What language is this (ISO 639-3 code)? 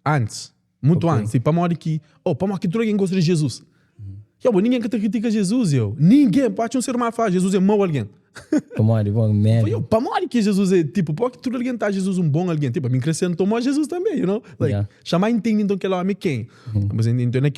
kea